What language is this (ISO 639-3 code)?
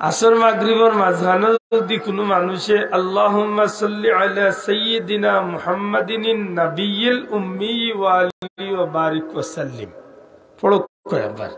syl